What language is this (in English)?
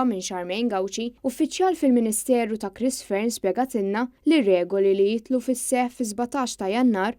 Maltese